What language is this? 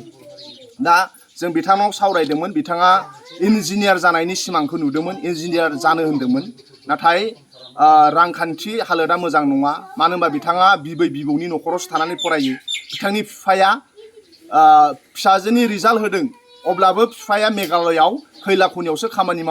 Bodo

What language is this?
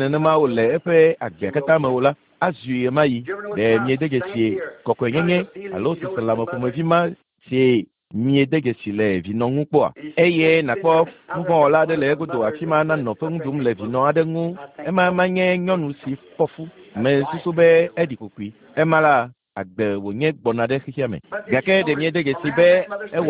Ewe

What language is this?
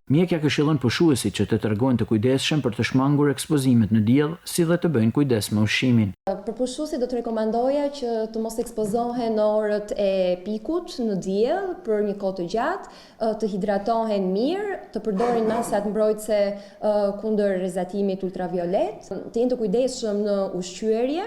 Albanian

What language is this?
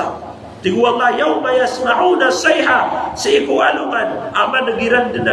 Maranao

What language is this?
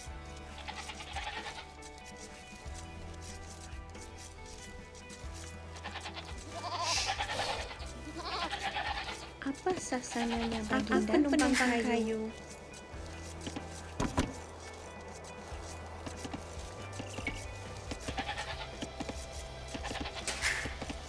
Malay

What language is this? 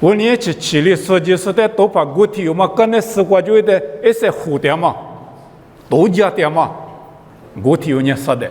Lisu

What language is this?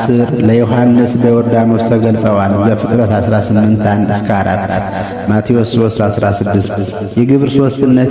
Amharic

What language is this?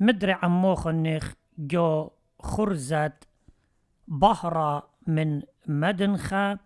Assyrian Neo-Aramaic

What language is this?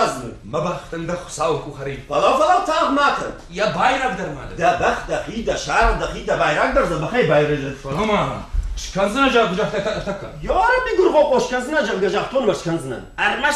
Ossetic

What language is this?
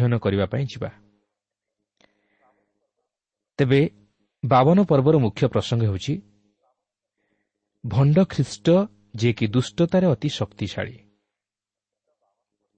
Odia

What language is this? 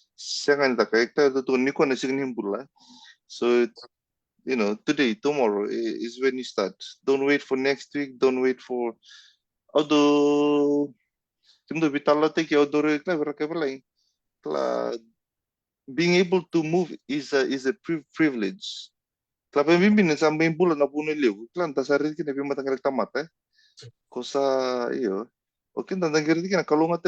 Fijian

